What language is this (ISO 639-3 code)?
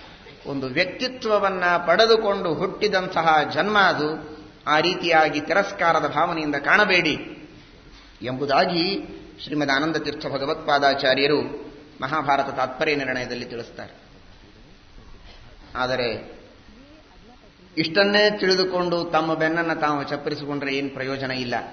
kan